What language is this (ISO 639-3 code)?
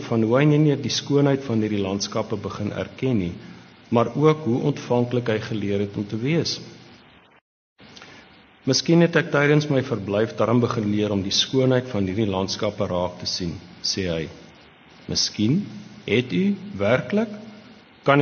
afr